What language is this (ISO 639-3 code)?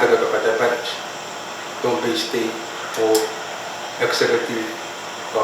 pon